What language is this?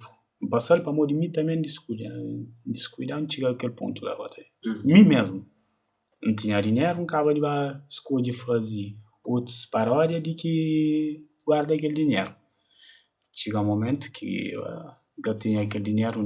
Kabuverdianu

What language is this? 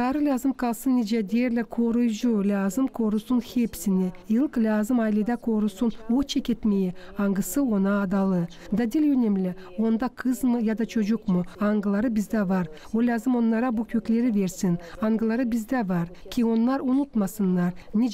Gagauz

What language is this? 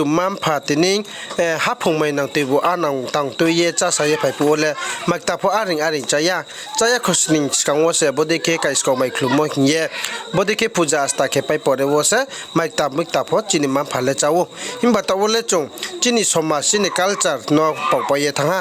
Riang (India)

